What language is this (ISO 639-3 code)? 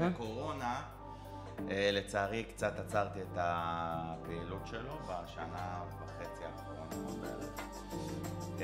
heb